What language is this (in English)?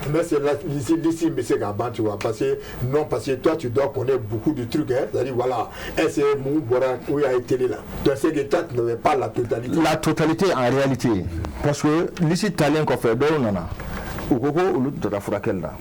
Bambara